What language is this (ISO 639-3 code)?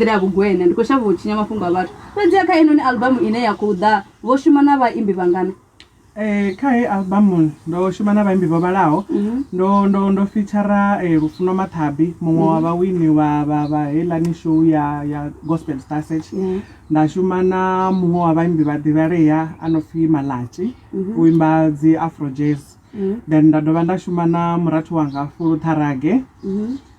ven